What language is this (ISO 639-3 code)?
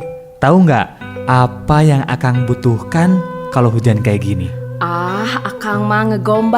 sun